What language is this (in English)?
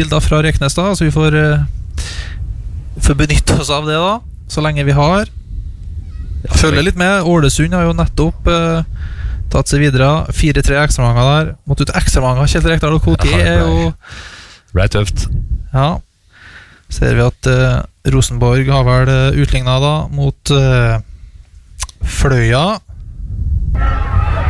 Norwegian